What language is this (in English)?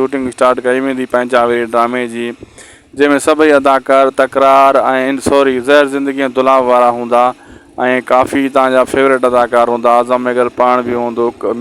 Sindhi